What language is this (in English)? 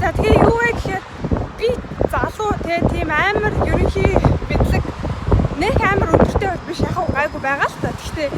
Mongolian